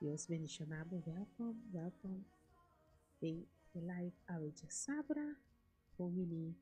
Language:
Papiamento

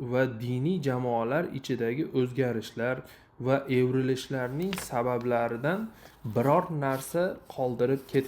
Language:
Uzbek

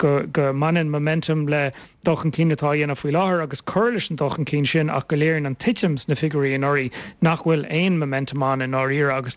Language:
Irish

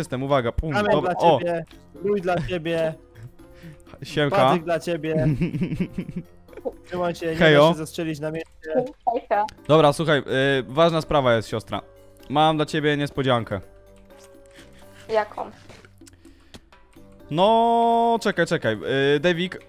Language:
Polish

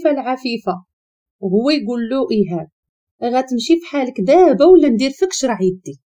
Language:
Moroccan Arabic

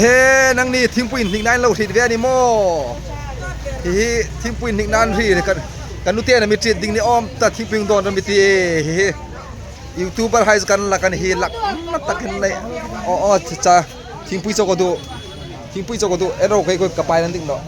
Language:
Hmar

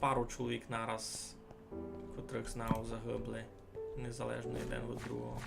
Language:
Rusyn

